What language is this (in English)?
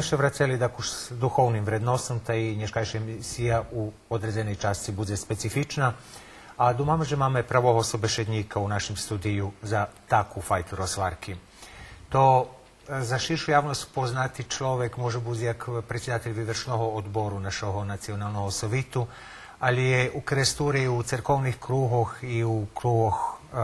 Rusyn